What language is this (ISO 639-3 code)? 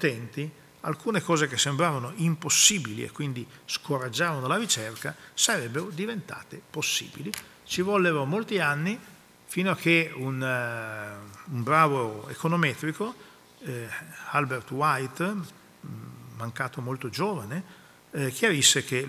ita